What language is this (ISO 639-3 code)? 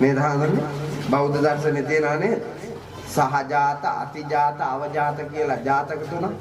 sin